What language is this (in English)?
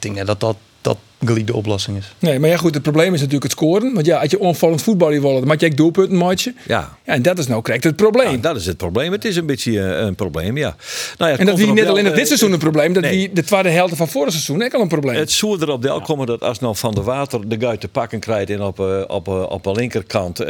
Western Frisian